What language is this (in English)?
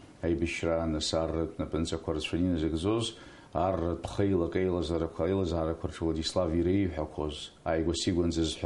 Abkhazian